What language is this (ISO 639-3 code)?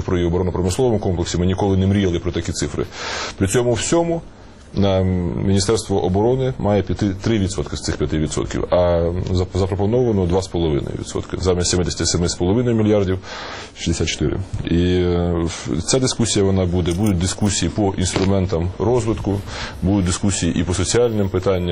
ukr